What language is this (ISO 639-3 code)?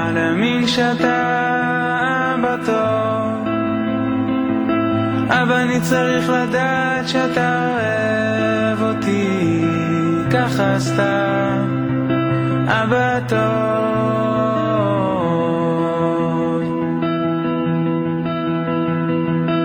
heb